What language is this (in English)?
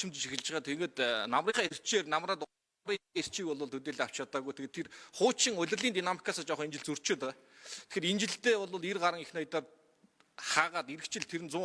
Mongolian